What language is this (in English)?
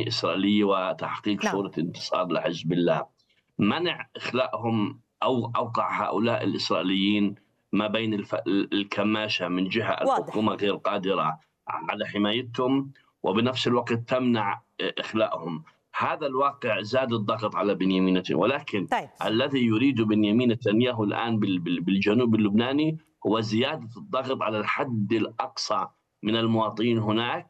Arabic